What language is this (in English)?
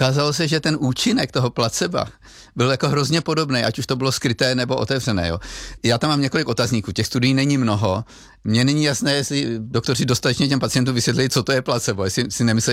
Czech